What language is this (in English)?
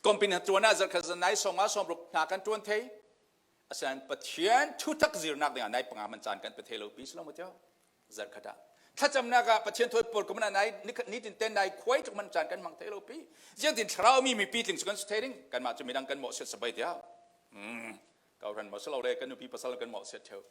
Falam Chin